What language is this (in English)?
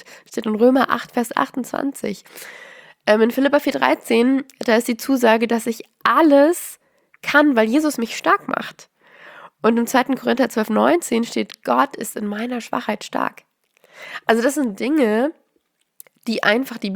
German